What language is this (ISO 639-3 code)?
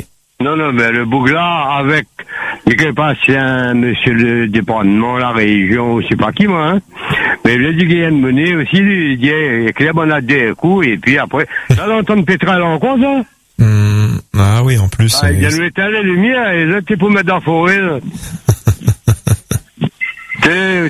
fra